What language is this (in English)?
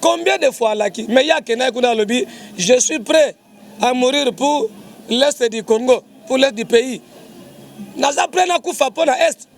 Lingala